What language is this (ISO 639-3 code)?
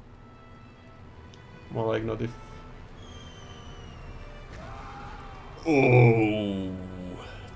ces